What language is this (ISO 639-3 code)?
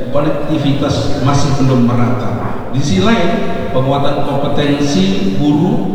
ind